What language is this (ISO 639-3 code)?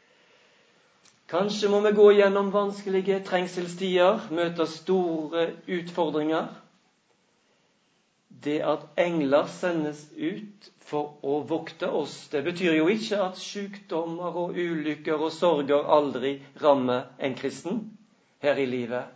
nor